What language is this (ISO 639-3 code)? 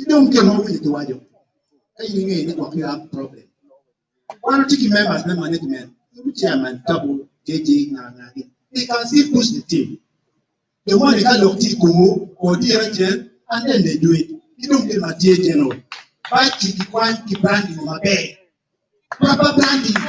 ach